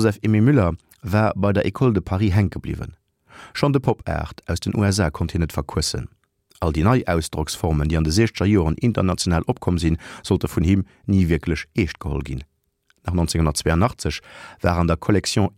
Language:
Luxembourgish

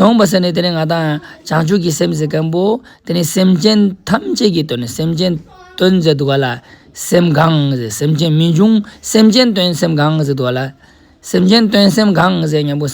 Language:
Ladakhi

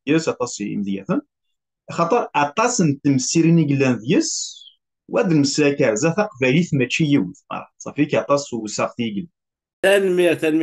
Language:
Kabyle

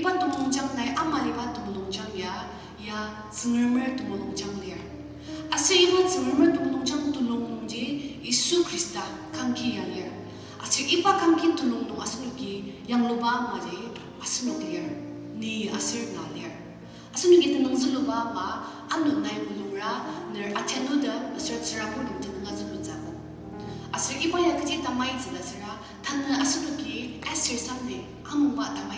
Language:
Ao Naga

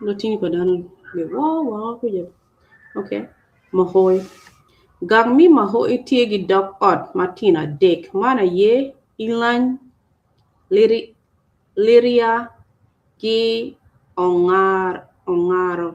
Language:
Acoli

